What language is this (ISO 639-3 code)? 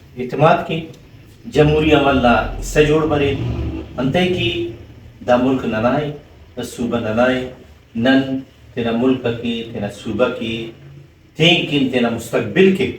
brh